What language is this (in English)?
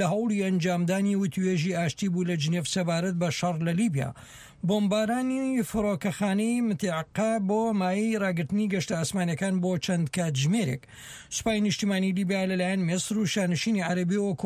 Central Kurdish